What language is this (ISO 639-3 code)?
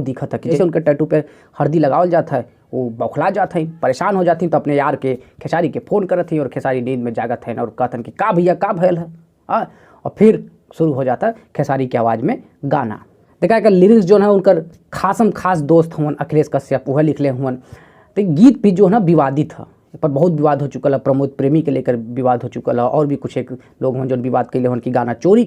bho